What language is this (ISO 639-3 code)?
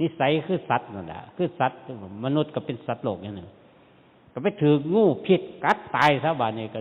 tts